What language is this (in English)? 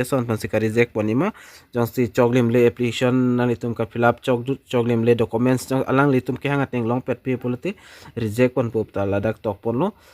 Karbi